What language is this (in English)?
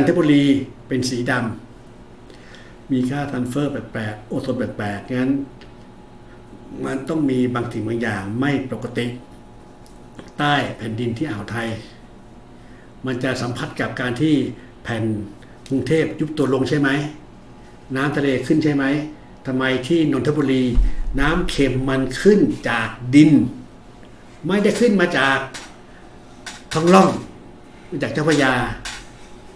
Thai